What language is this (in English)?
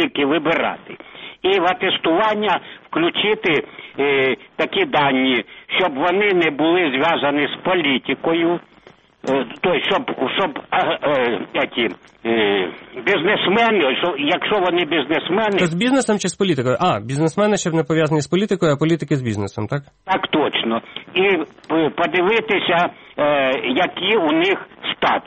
Ukrainian